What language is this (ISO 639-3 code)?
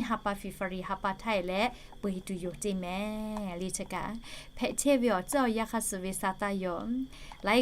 lhu